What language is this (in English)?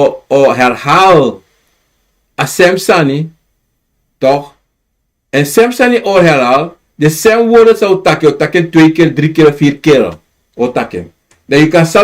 Sranan Tongo